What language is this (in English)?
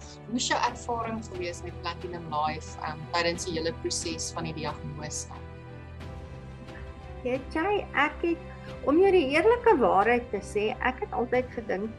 Afrikaans